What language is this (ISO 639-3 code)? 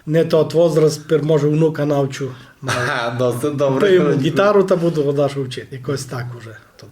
rue